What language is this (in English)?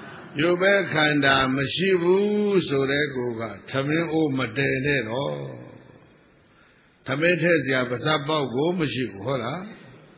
Burmese